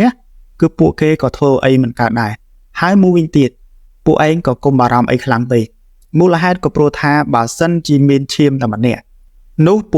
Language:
Khmer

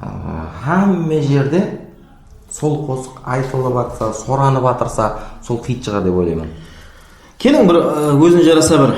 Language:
Kara-Kalpak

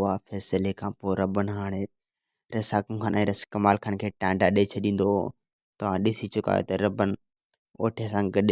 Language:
Sindhi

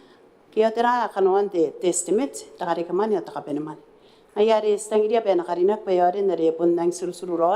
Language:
Gilbertese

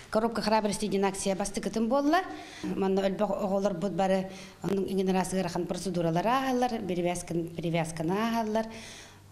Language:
Yakut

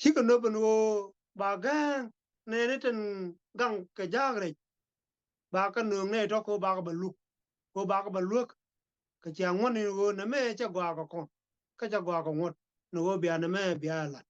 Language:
Nuer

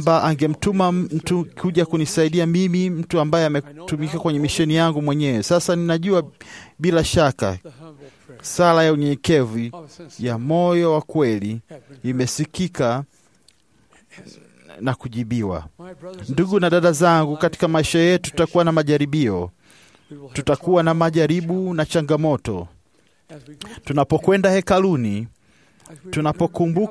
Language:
Swahili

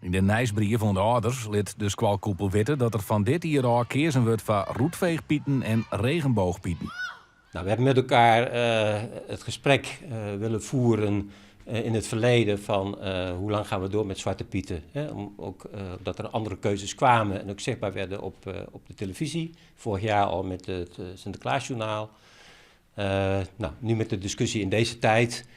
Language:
Western Frisian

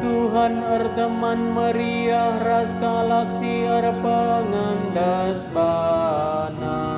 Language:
Batak Karo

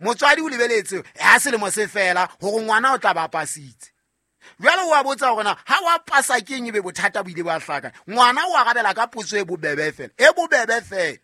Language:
Southern Sotho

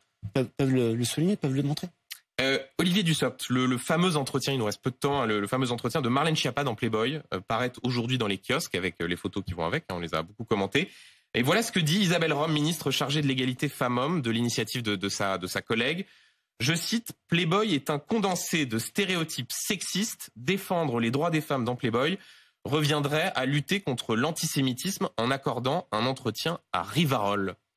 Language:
French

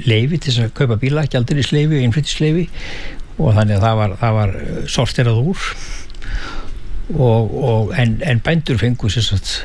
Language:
Icelandic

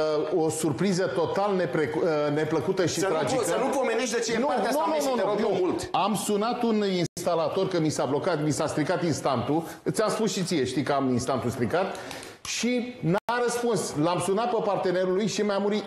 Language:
Romanian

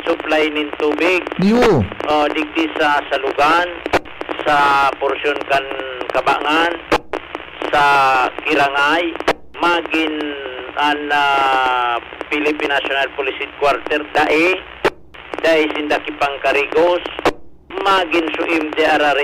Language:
Bikol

